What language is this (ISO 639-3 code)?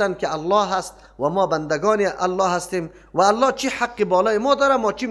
fas